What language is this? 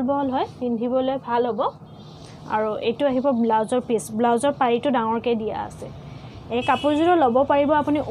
Assamese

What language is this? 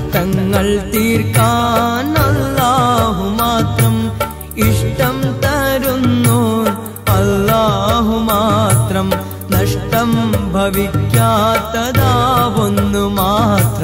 Malayalam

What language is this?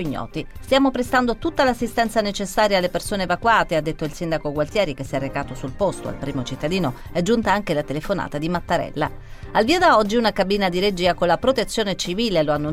Italian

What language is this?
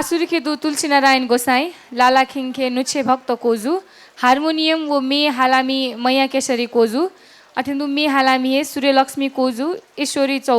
Newari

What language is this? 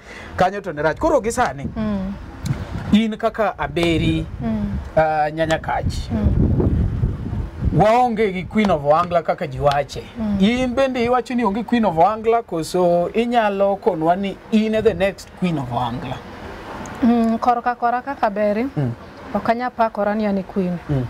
Luo (Kenya and Tanzania)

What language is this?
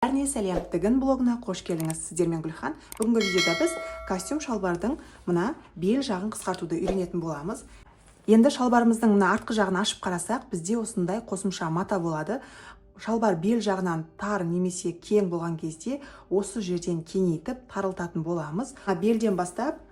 Kazakh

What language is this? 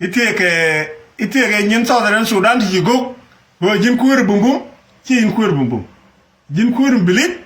Nuer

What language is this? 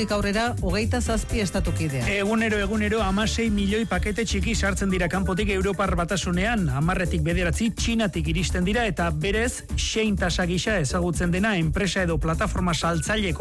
Basque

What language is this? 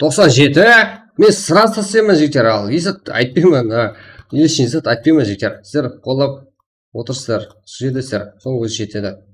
Kara-Kalpak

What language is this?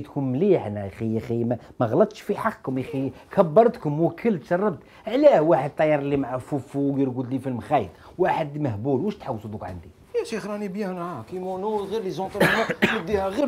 Algerian Arabic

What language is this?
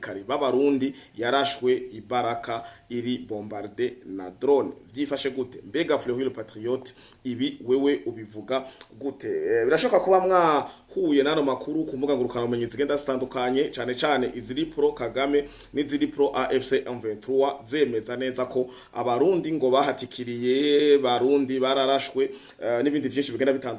Rundi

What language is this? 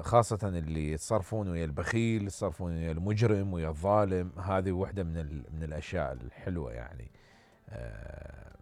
Mesopotamian Arabic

